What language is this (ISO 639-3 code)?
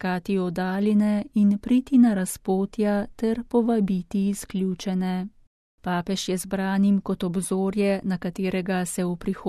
slv